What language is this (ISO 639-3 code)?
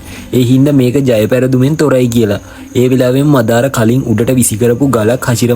sin